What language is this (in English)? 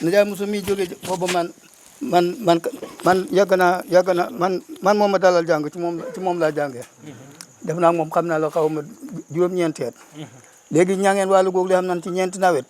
Wolof